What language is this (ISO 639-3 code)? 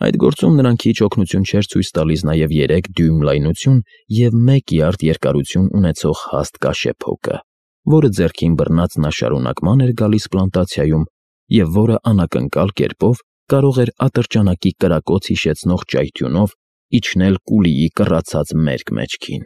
hye